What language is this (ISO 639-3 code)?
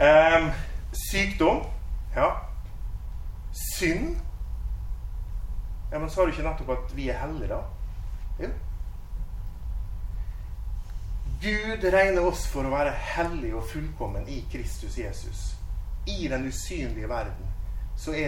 nor